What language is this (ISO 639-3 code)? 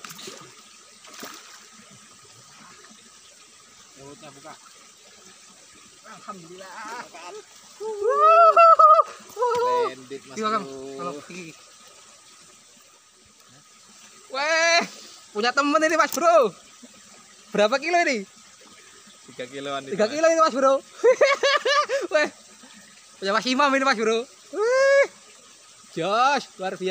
ind